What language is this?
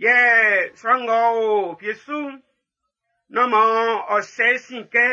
Baoulé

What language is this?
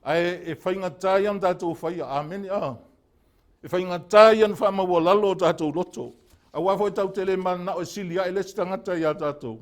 Samoan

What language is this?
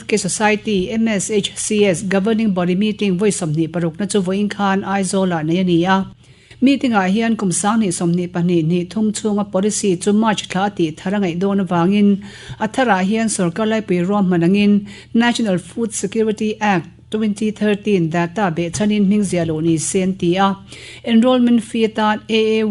Mizo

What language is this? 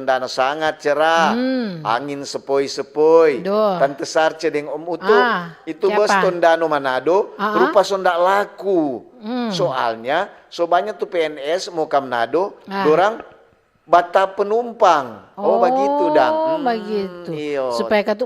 Manado Malay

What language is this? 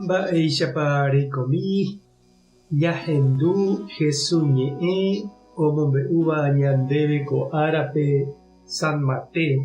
Guarani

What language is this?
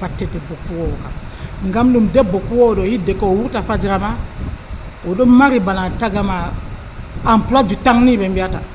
Nigerian Fulfulde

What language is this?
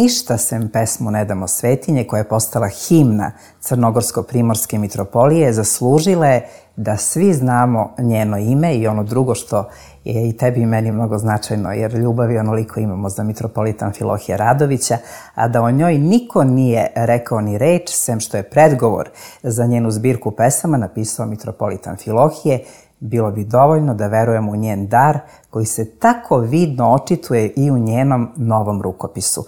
Serbian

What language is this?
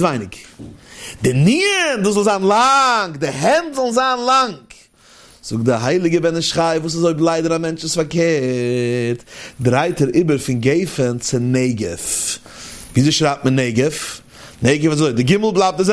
Yiddish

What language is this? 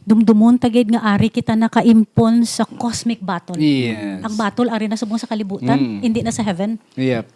Hiligaynon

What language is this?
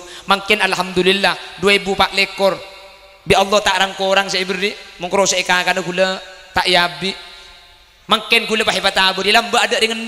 Madurese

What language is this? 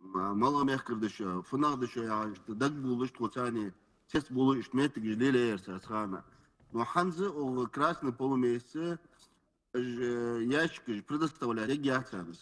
Ingush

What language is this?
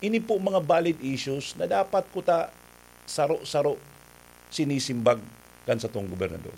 Bikol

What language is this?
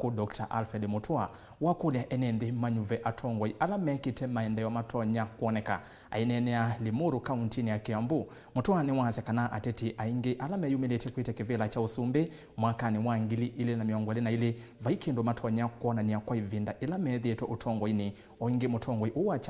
Kamba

